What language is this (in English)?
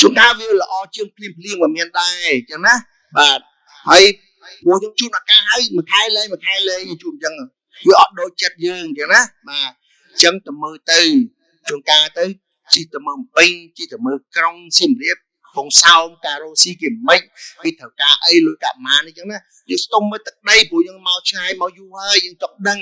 Khmer